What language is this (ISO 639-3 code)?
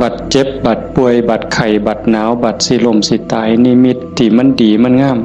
tts